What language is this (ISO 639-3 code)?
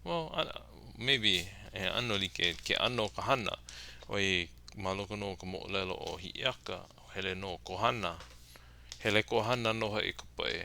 haw